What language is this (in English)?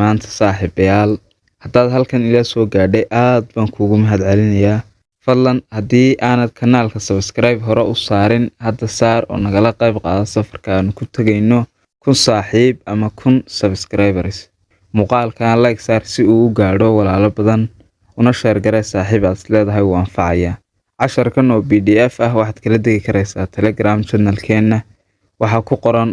Somali